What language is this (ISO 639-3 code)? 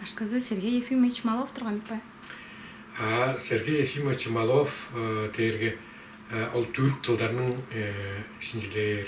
tyv